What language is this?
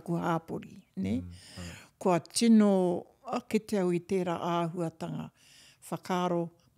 Māori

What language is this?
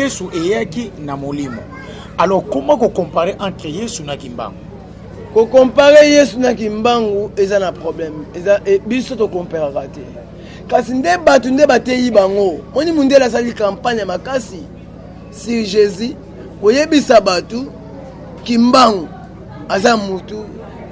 Lingala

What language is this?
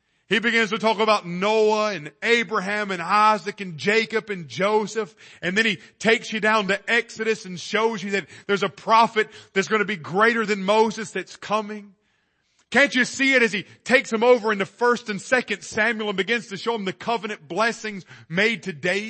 English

